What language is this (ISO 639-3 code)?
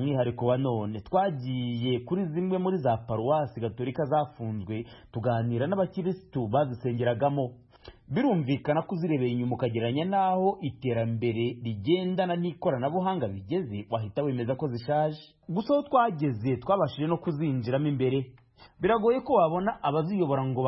kin